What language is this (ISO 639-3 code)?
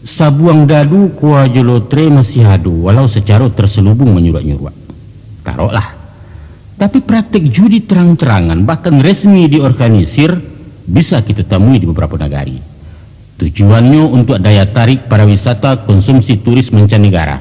min